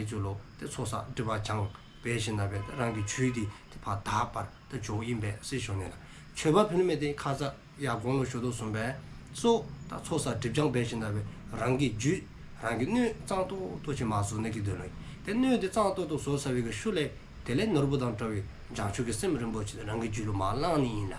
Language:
Dzongkha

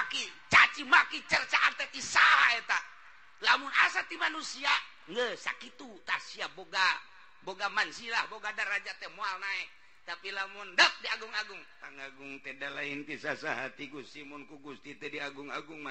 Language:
Sundanese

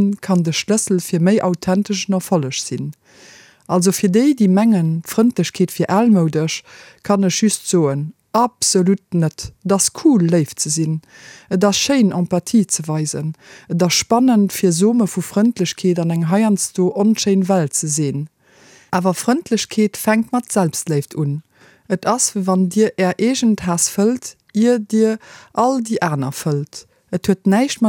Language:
Luxembourgish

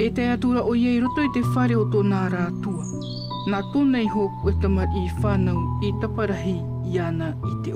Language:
Tahitian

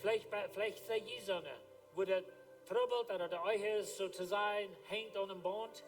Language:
Plautdietsch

